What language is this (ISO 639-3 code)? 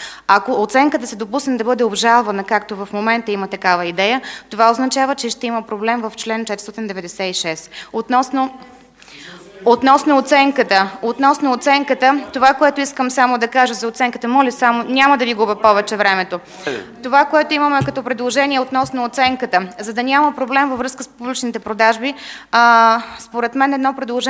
bul